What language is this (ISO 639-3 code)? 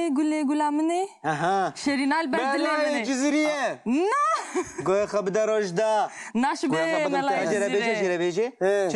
kur